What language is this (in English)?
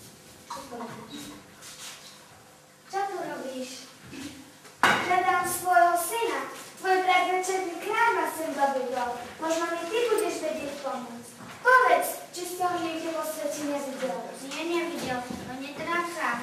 Slovak